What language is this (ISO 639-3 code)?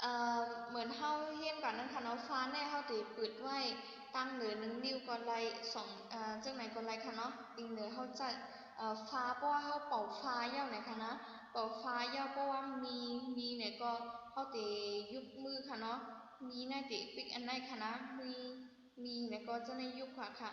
shn